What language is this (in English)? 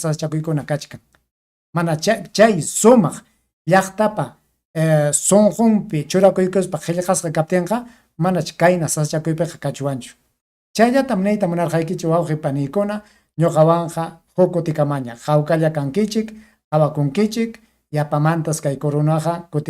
Ayacucho Quechua